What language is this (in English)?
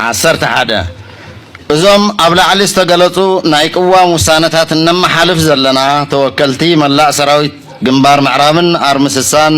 Tigrinya